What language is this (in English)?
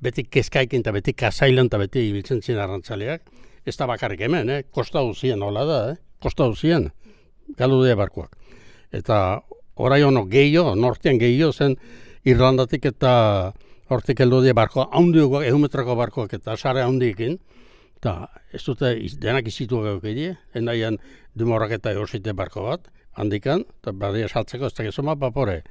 Basque